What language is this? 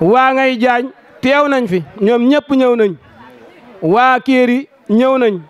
Wolof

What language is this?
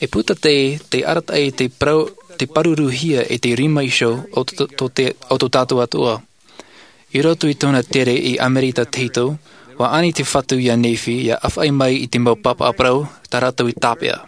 Tahitian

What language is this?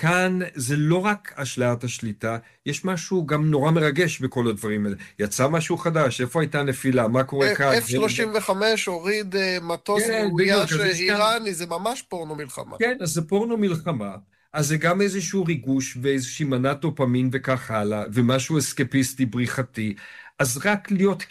Hebrew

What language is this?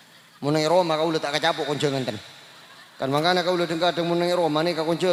Madurese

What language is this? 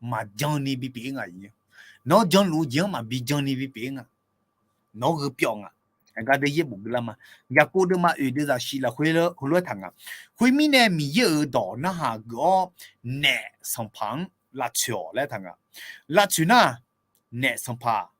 Akha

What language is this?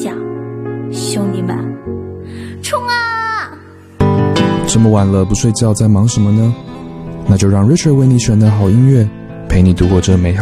Chinese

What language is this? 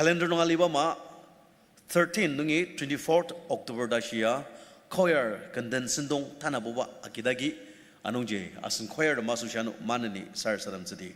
Ao Naga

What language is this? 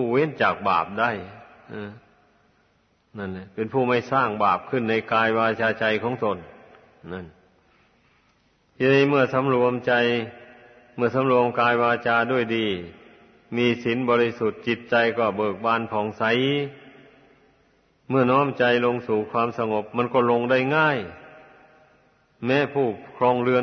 Thai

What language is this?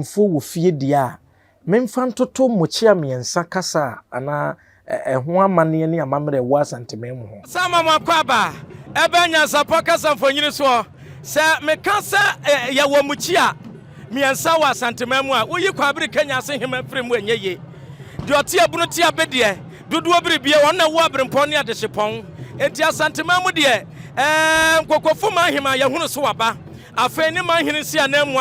Akan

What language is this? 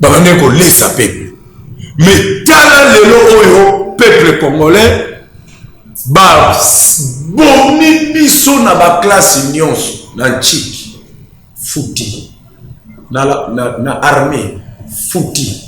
Lingala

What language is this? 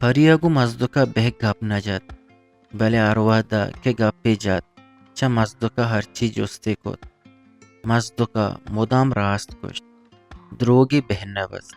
Eastern Balochi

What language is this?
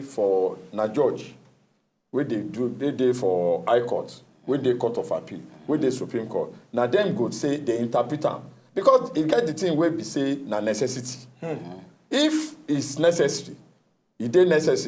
Nigerian Pidgin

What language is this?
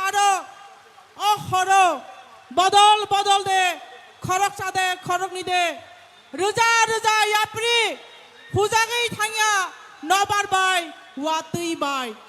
Kok Borok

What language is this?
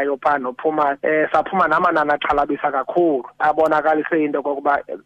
Xhosa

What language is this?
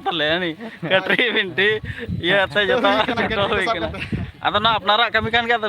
Santali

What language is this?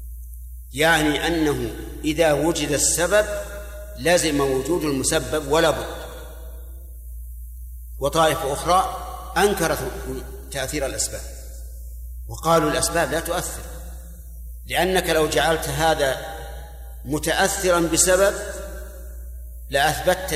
Arabic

